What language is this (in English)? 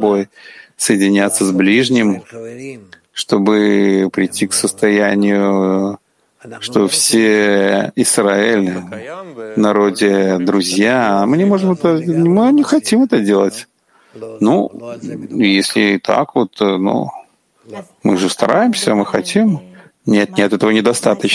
Russian